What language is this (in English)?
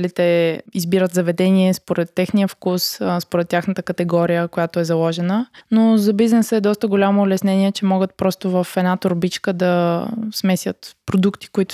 Bulgarian